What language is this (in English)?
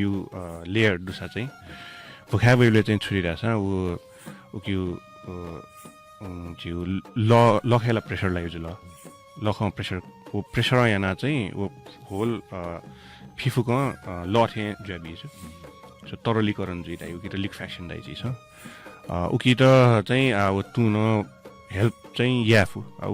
Newari